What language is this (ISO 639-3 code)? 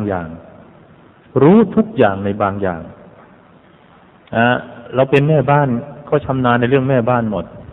tha